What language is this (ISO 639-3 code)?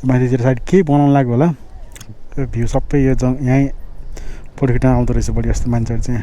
nep